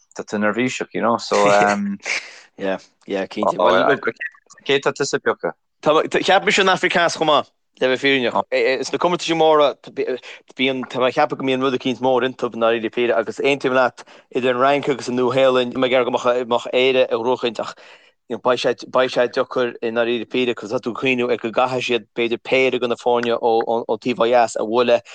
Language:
Irish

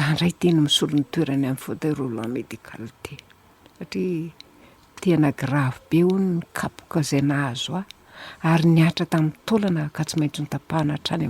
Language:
Malagasy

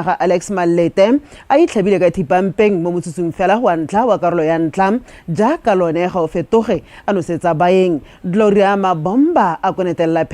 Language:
Tswana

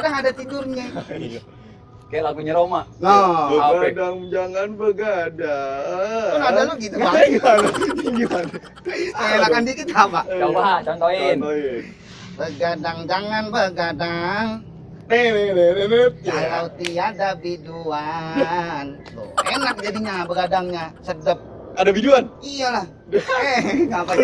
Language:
Betawi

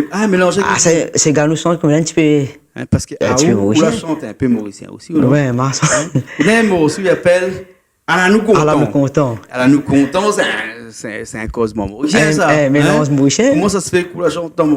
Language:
Réunion Creole French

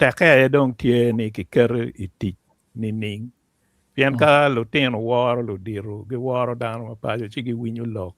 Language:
Acoli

